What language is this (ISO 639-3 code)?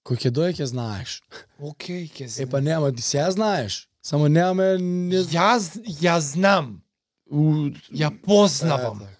mkd